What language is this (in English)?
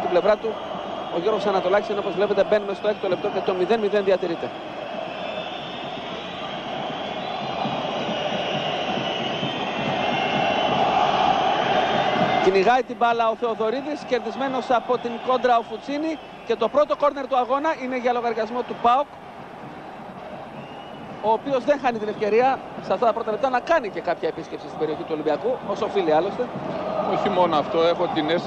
Greek